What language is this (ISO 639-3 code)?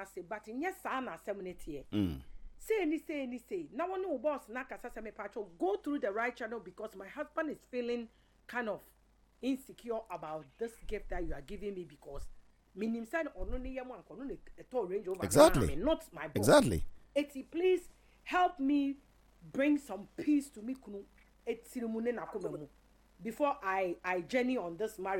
aka